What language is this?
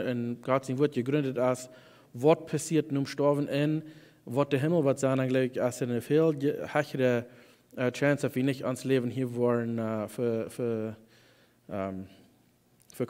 Plautdietsch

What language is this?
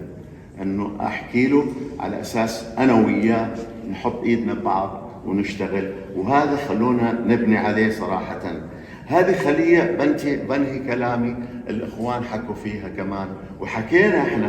North Levantine Arabic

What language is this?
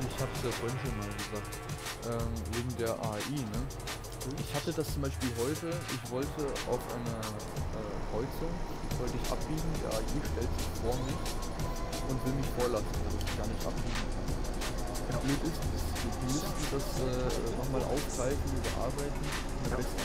German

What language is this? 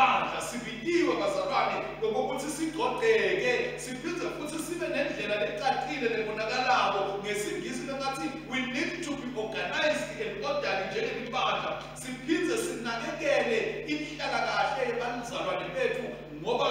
Swati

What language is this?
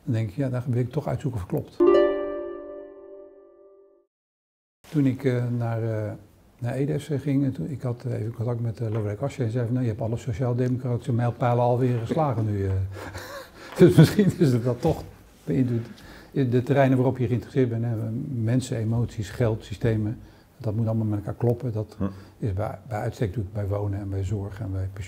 Dutch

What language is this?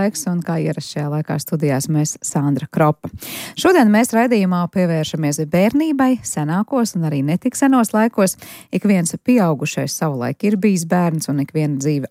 Latvian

